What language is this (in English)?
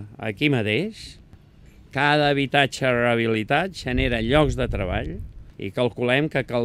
Catalan